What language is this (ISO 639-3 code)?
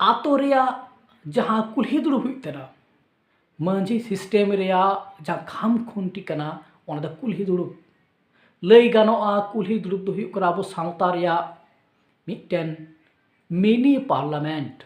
sat